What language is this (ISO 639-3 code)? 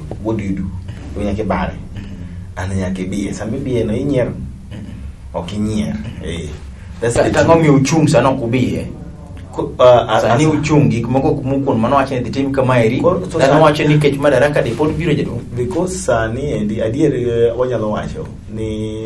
luo